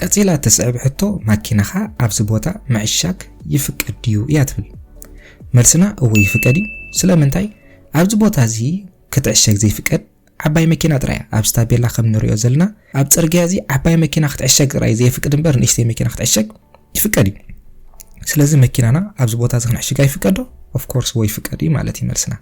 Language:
Tigrinya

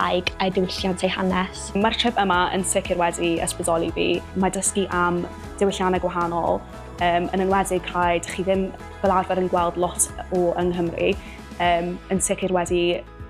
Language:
Welsh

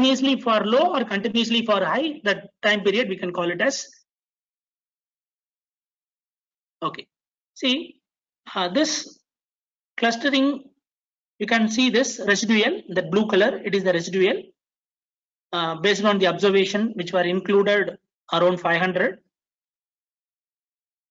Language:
English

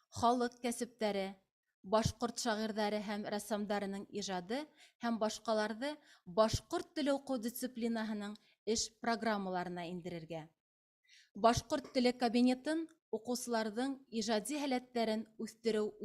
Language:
Bashkir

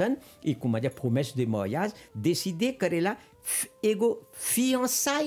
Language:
Bhojpuri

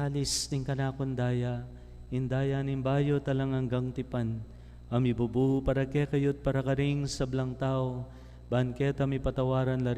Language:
Pampanga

